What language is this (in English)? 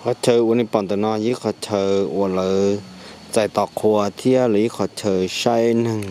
Hmong